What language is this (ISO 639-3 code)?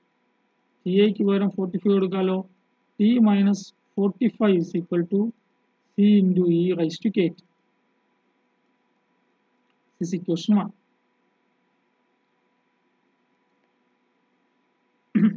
mal